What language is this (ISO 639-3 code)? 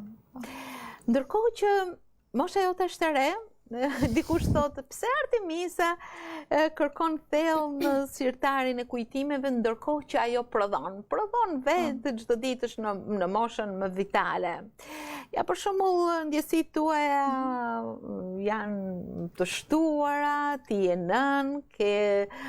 sqi